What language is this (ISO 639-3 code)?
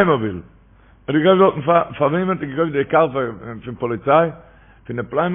yid